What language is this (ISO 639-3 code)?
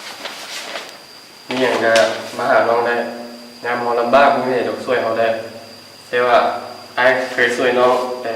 lao